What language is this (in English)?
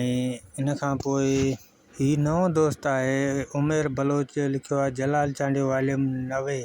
Sindhi